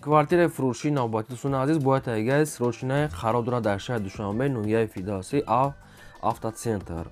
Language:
Tajik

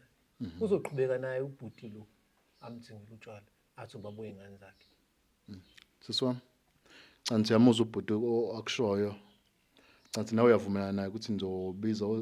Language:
Zulu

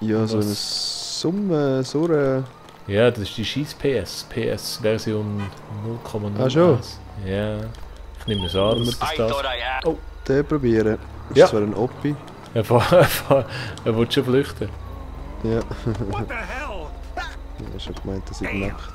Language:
Swiss German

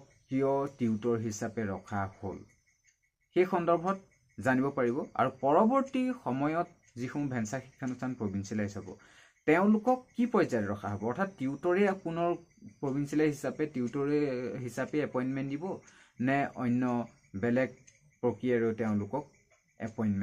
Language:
Assamese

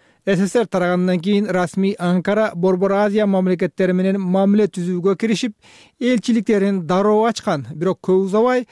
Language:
Kyrgyz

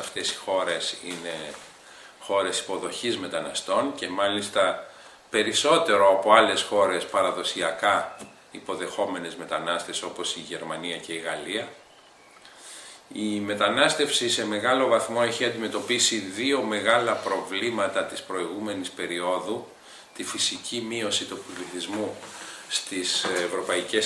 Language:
Greek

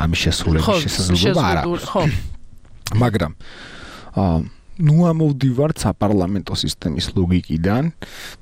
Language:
Georgian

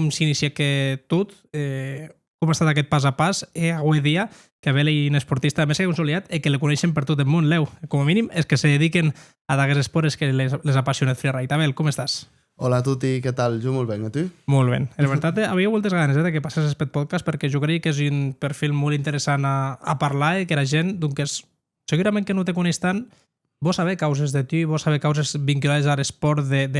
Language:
Occitan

